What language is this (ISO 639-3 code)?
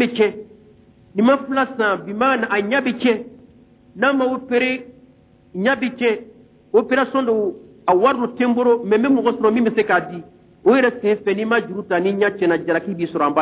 bam